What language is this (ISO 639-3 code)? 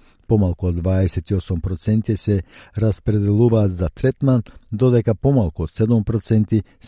mkd